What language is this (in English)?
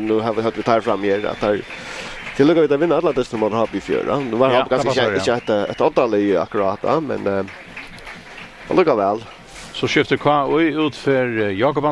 Faroese